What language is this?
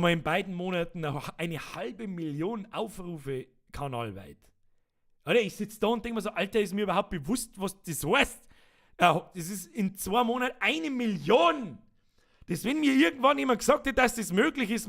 Bavarian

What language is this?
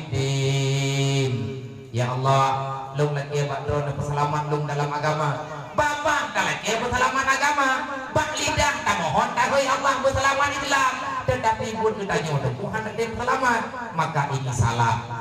Achinese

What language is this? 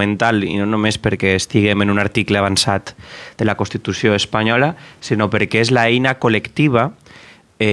Catalan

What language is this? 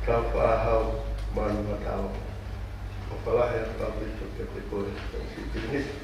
Tongan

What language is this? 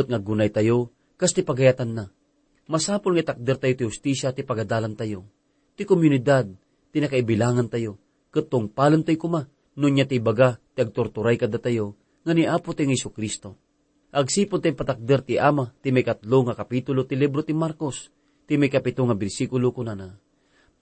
Iloko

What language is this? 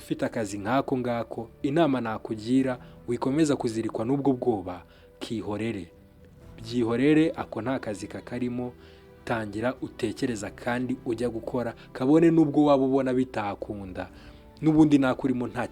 Kinyarwanda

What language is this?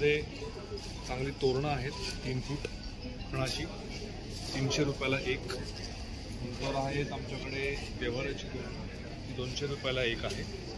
Marathi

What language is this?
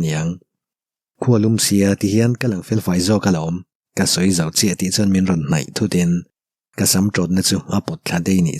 Mizo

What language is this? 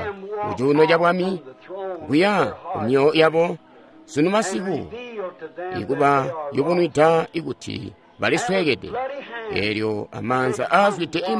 Tonga (Zambia)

